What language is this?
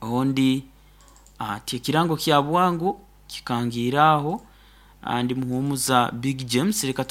Nyoro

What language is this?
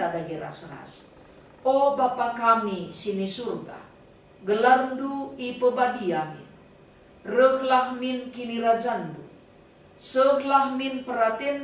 Batak Karo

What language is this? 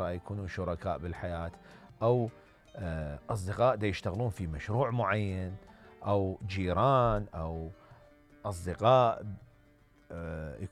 Mesopotamian Arabic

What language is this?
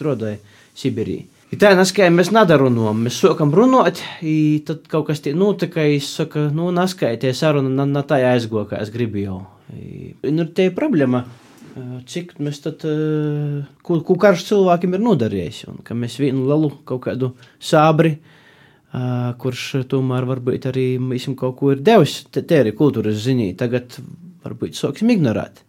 Latvian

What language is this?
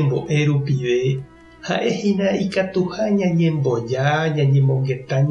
Guarani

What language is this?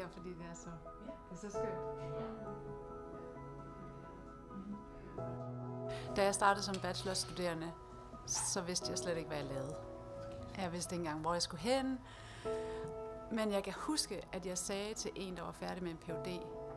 Danish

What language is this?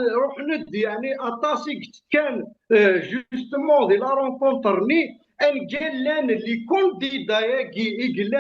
Kabyle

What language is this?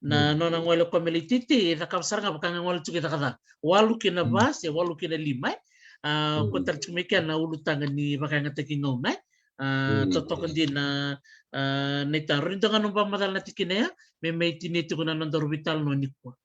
Fijian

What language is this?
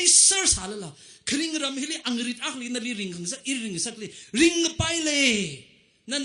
Tangkhul Naga (India)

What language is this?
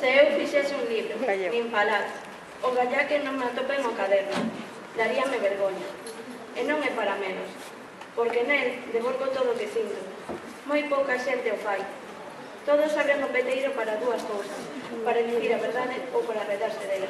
Galician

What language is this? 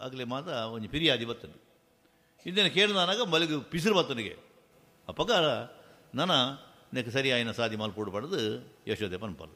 Tulu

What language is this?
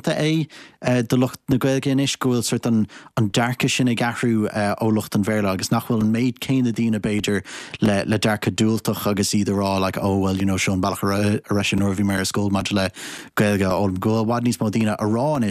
Irish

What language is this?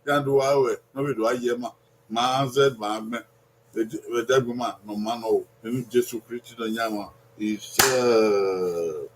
Bini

